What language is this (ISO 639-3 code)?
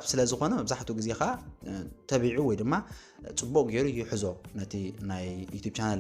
tir